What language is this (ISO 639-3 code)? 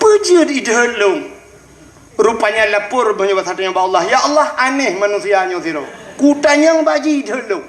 ace